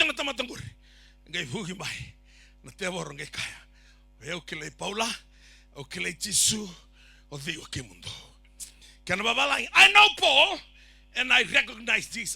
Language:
Fijian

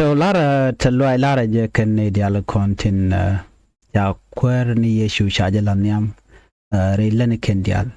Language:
Nuer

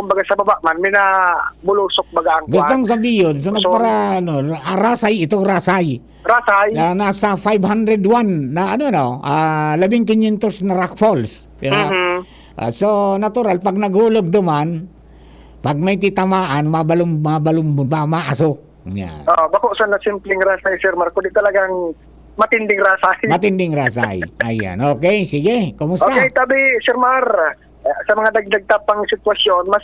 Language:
Bikol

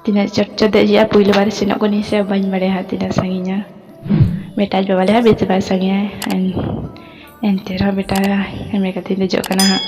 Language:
Santali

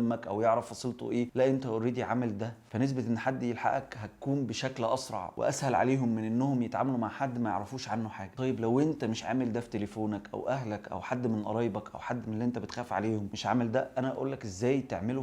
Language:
Egyptian Arabic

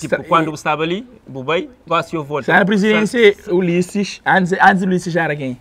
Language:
Kabuverdianu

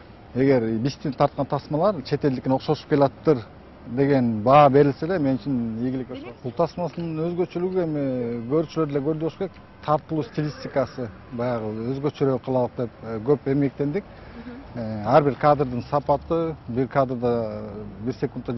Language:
Kyrgyz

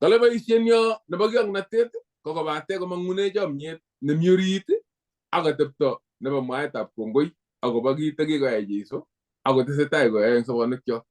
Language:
Kalenjin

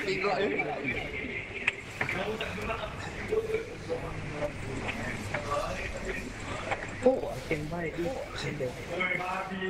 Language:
Malay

